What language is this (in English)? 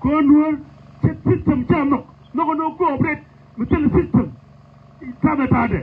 Nuer